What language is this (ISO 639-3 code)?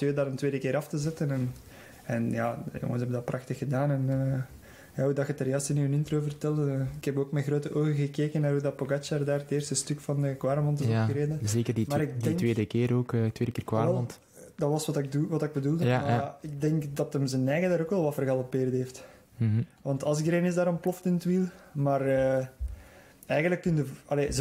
nld